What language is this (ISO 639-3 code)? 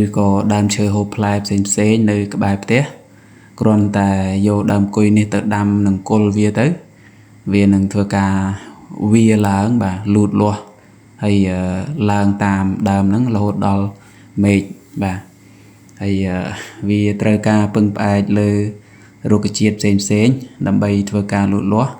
khm